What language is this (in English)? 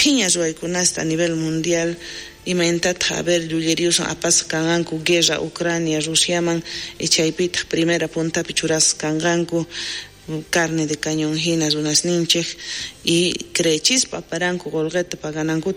South Bolivian Quechua